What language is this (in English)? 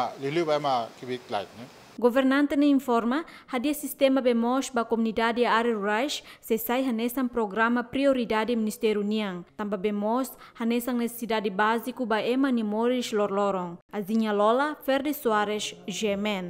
Tetum